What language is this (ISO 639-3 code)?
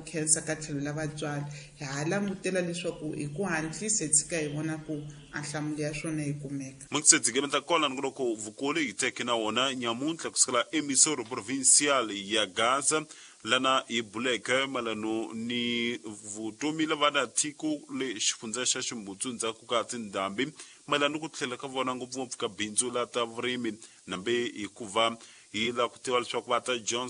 tso